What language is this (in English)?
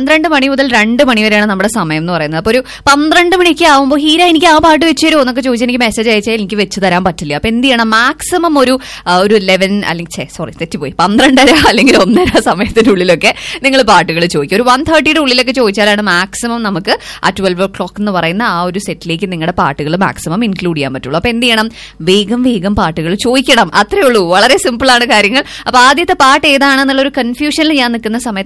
Malayalam